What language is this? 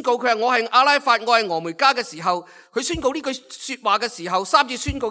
Cantonese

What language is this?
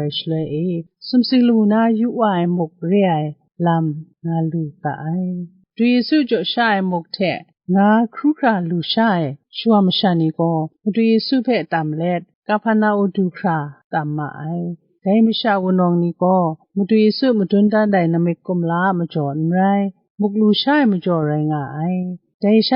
Kachin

